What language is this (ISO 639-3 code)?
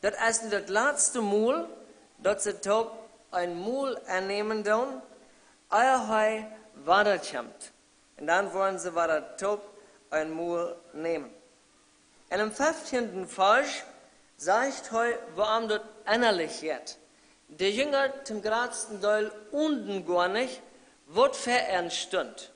pdt